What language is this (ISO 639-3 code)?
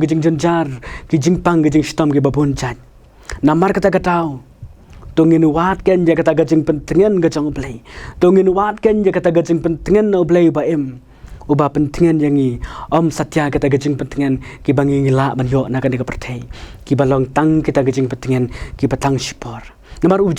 kha